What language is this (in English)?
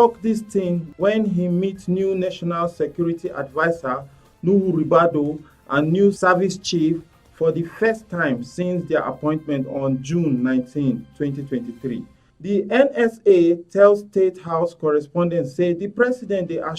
Nigerian Pidgin